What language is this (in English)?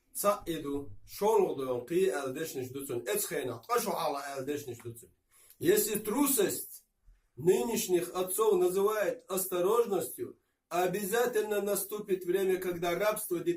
Chechen